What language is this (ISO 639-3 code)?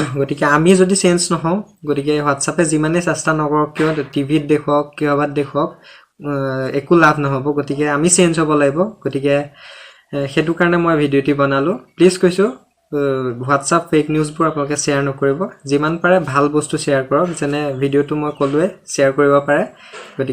asm